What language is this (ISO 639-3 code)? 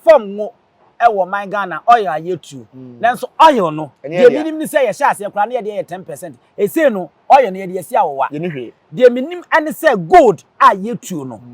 aka